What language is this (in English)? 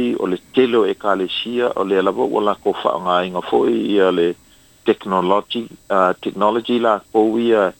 Samoan